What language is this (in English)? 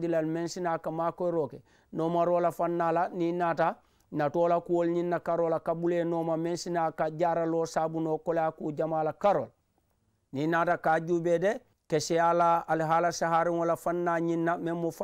Mandingo